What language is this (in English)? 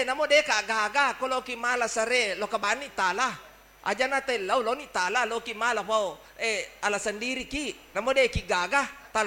Buginese